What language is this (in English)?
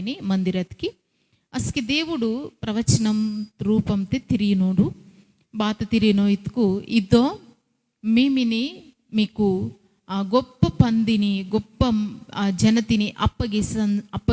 Koya